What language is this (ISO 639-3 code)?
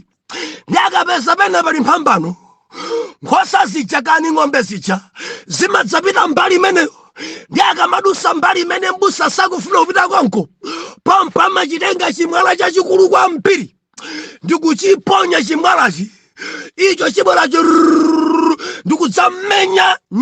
nya